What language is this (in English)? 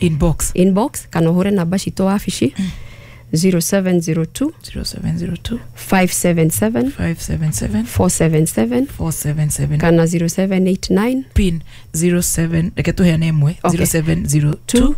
Kikuyu